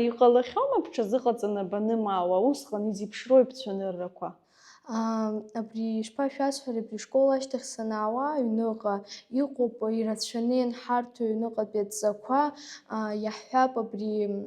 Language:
Abkhazian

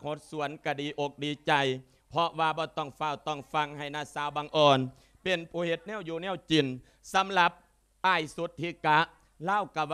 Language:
Lao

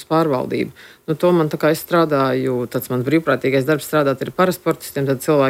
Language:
Latvian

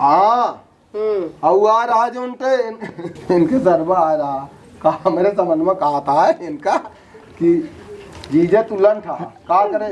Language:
Awadhi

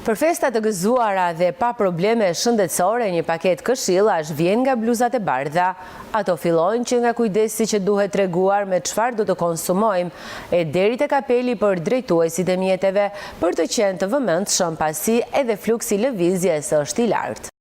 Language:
Albanian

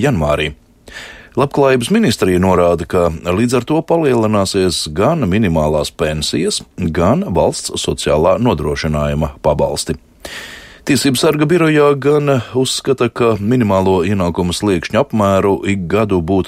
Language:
Latvian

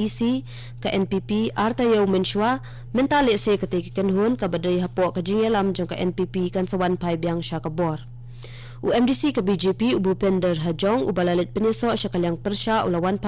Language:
Khasi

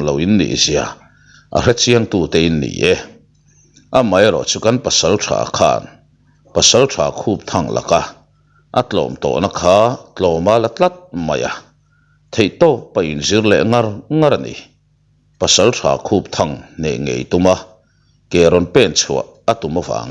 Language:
Mizo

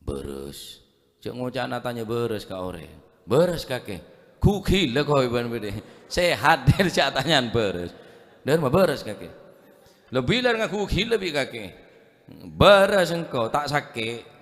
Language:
Madurese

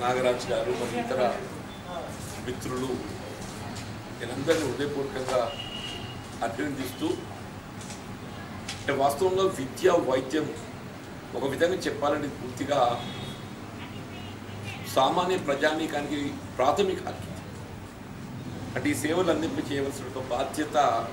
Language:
Telugu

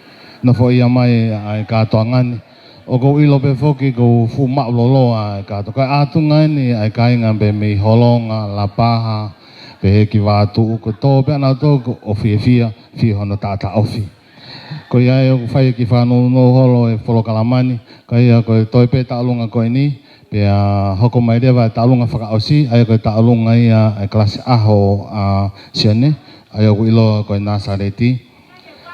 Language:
Tongan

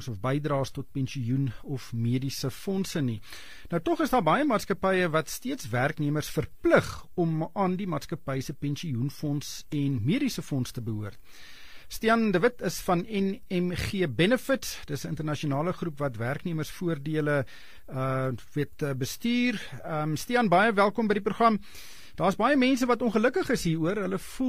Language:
Afrikaans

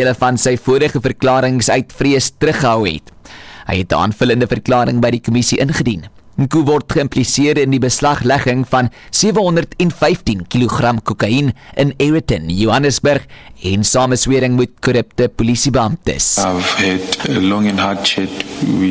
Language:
Afrikaans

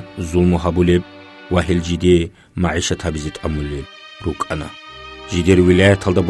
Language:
Avaric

